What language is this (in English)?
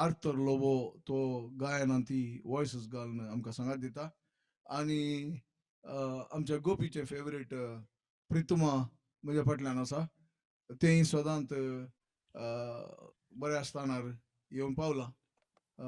Konkani